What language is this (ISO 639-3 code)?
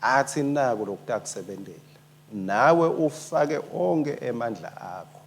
ssw